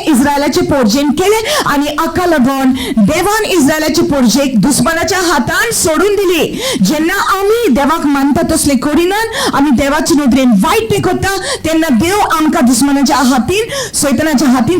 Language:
Konkani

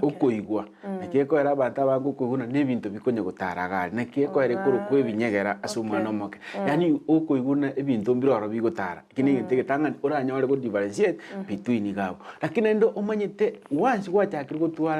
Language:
Gusii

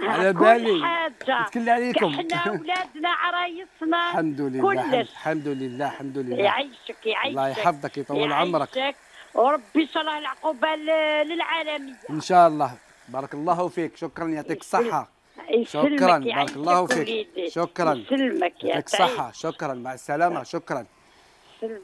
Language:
Algerian Arabic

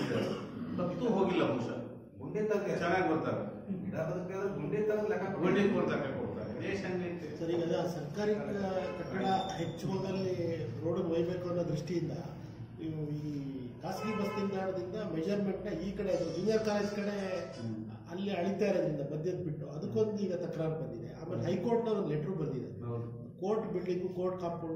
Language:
Kannada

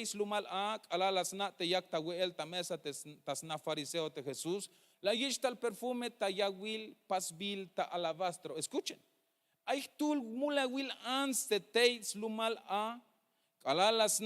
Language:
Tzeltal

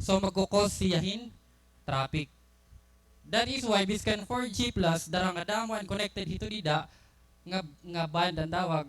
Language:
Waray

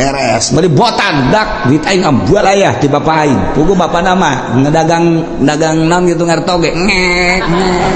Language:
Sundanese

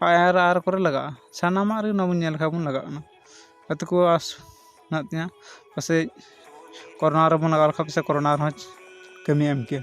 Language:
Santali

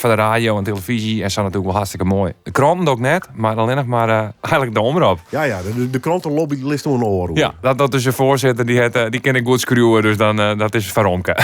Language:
Western Frisian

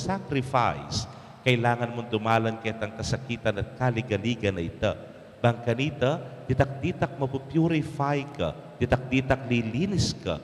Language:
Pampanga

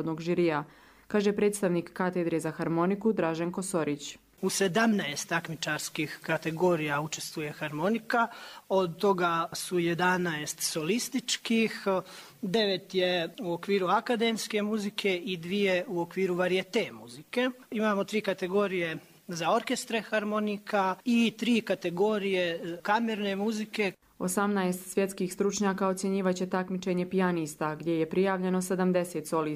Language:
Croatian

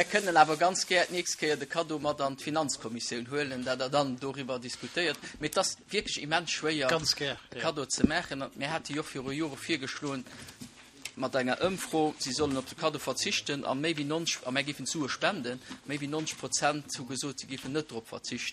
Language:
Luxembourgish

